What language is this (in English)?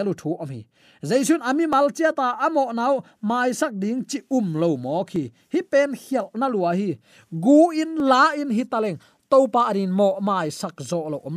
Tedim Chin